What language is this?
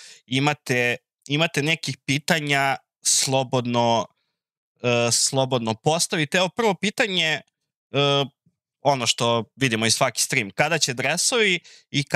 Serbian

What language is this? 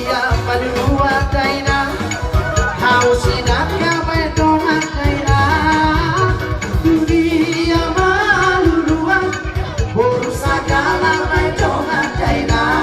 Batak Toba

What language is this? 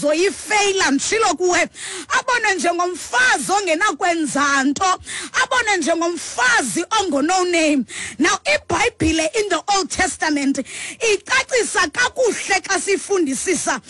Xhosa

